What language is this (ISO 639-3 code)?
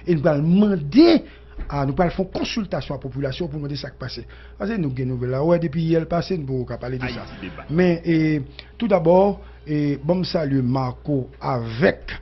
hat